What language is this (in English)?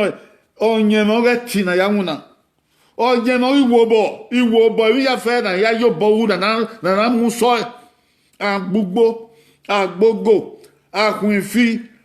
Bini